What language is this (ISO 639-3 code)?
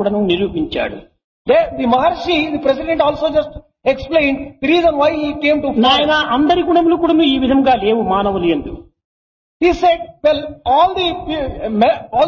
tel